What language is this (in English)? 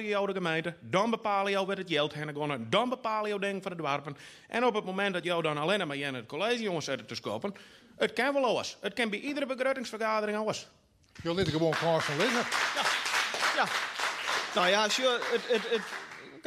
Western Frisian